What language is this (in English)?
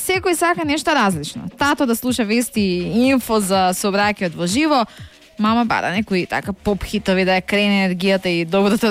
Macedonian